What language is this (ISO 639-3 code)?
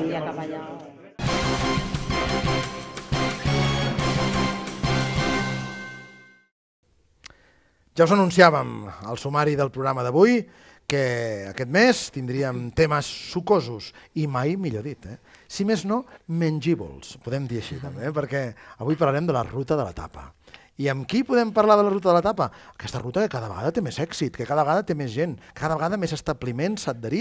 cat